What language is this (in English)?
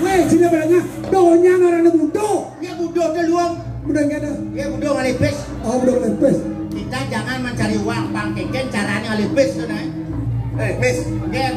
Balinese